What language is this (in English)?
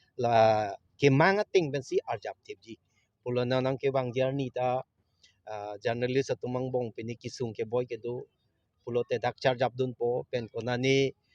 Karbi